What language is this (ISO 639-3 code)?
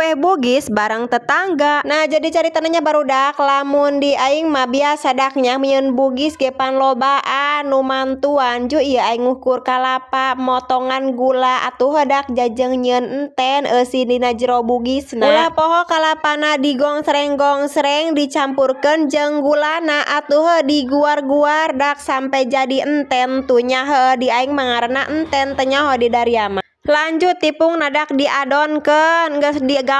sun